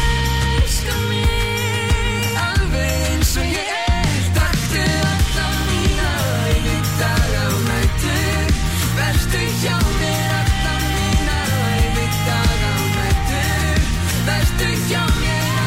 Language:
Icelandic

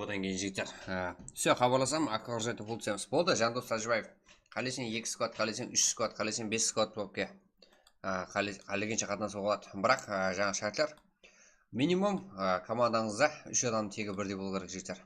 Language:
Kara-Kalpak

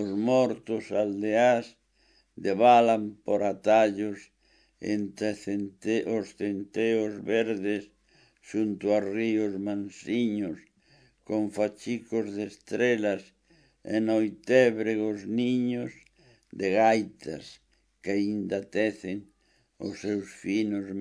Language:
Galician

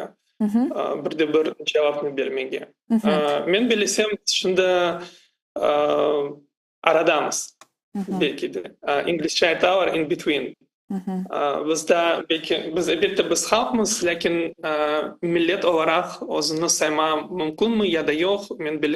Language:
Crimean Tatar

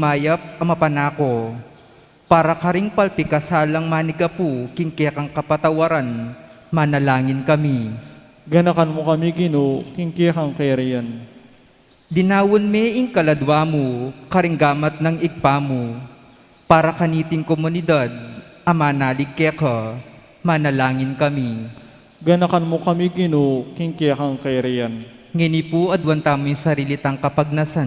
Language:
Pampanga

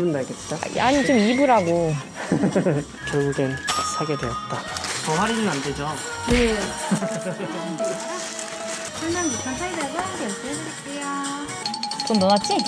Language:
Korean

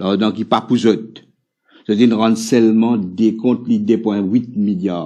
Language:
Morisyen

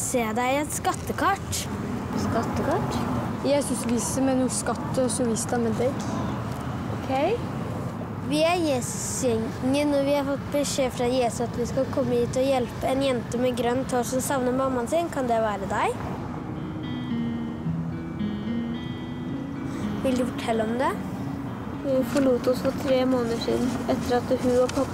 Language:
Norwegian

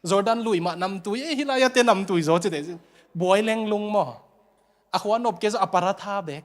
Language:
Tedim Chin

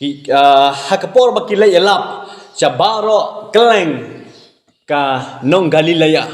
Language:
Khasi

